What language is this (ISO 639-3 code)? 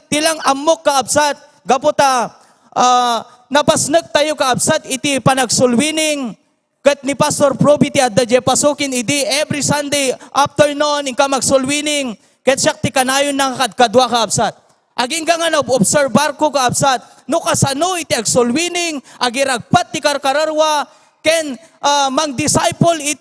ilo